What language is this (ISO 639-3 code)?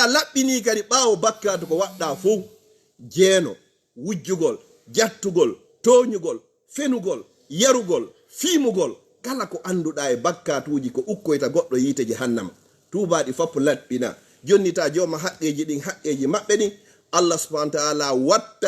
ful